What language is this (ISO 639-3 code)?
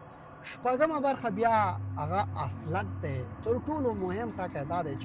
pus